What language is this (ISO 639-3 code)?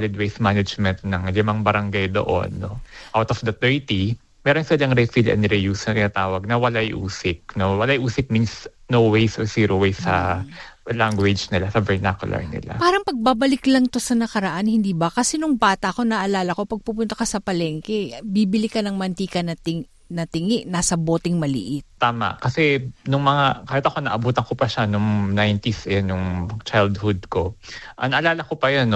fil